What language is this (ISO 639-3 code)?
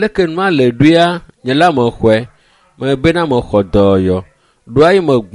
ewe